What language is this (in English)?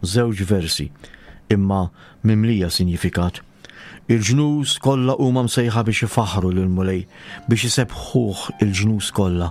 Maltese